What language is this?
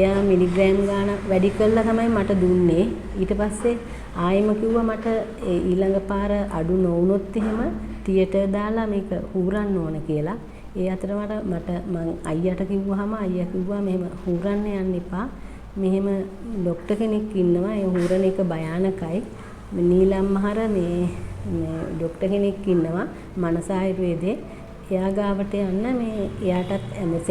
Sinhala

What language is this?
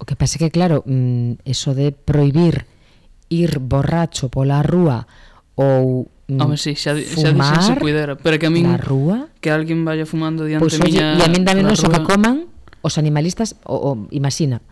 Galician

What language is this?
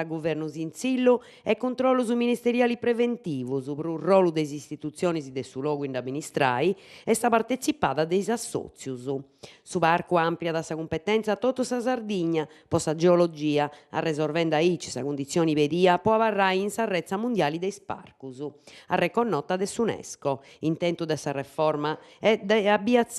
Sardinian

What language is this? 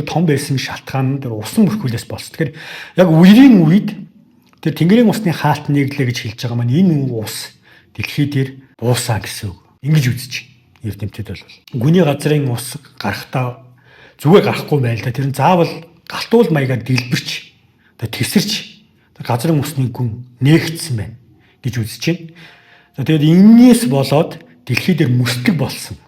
Mongolian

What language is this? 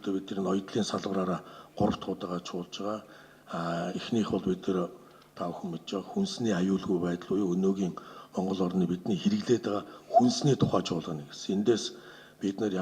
Mongolian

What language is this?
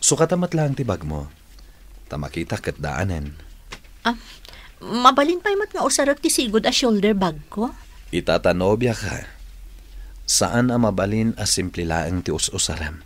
Iloko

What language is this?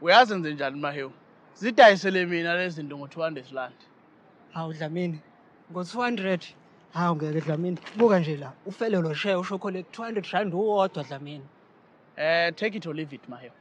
Zulu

